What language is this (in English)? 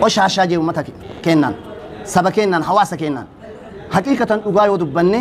Oromo